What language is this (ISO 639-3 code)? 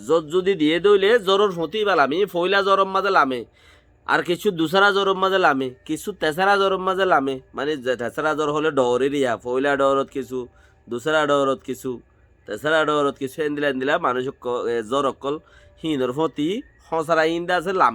rhg